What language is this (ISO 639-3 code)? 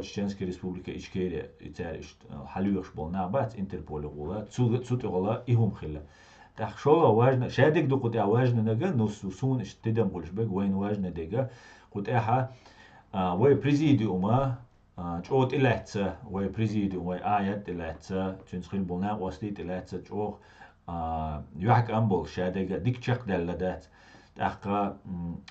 che